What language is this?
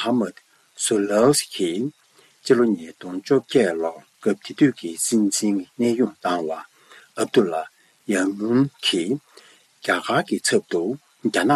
Tibetan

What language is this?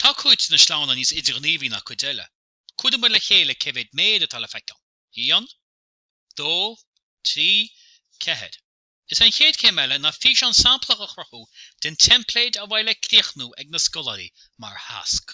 Irish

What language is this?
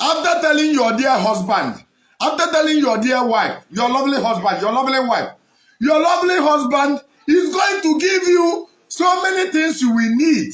Igbo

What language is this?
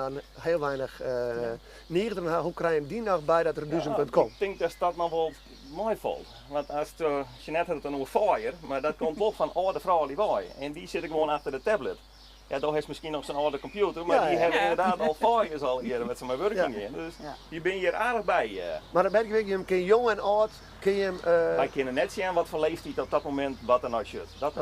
Western Frisian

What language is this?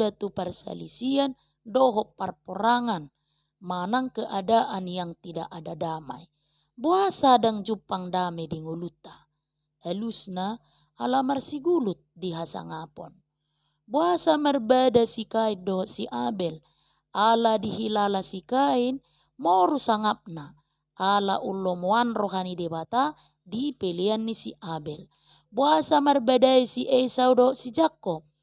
Batak Toba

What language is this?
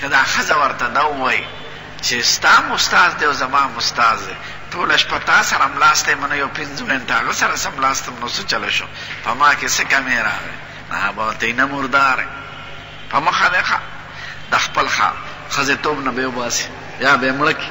Pashto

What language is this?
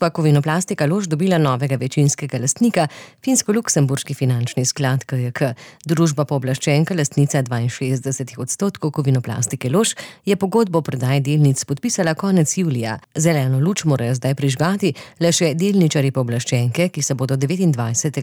Slovenian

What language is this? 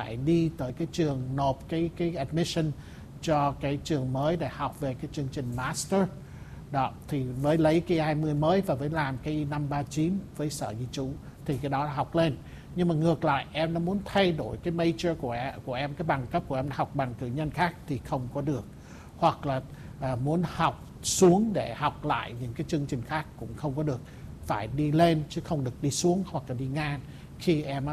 Vietnamese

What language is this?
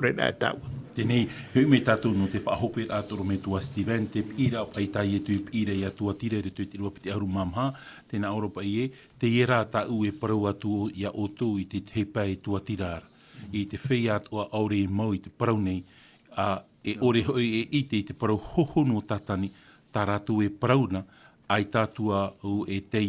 Tahitian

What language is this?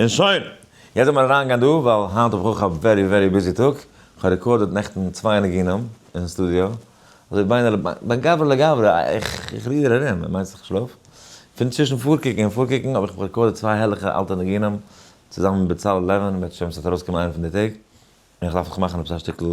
Yiddish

